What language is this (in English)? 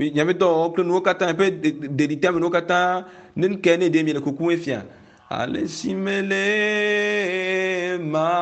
Ewe